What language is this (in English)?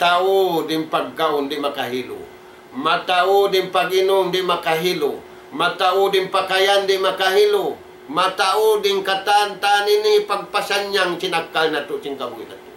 Tausug